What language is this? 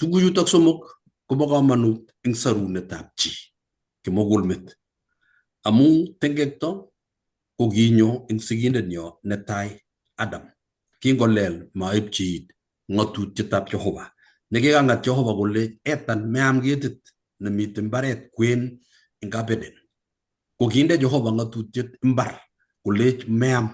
Kalenjin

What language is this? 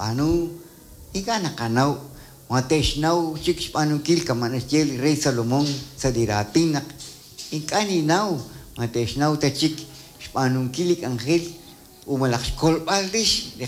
Kekchí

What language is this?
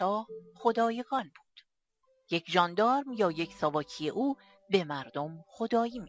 Persian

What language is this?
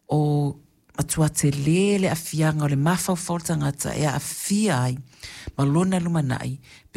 Samoan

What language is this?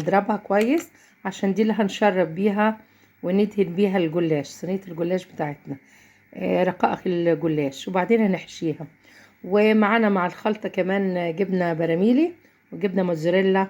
Egyptian Arabic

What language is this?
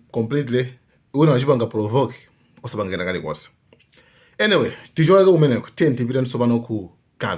Nyanja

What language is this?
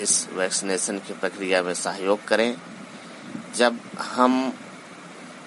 Hindi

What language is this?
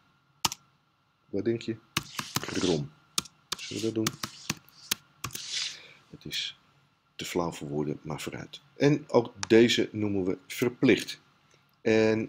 Dutch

